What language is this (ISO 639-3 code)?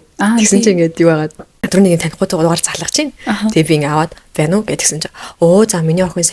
mon